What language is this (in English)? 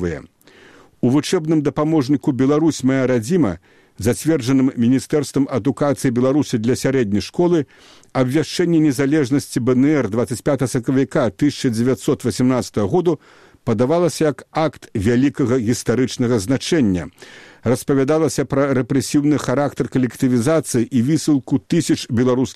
Belarusian